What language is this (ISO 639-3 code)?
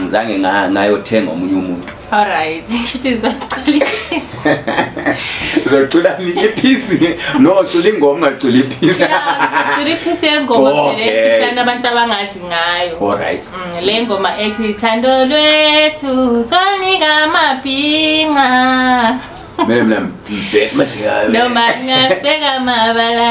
zul